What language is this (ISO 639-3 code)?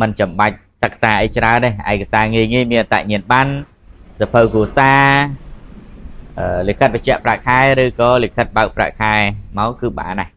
khm